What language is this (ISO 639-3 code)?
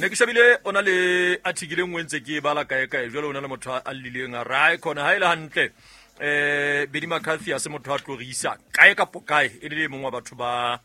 sot